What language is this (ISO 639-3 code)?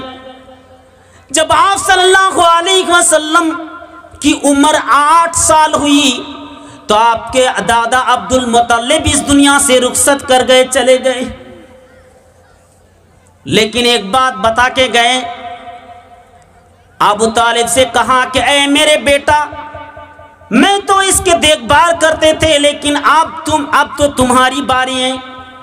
urd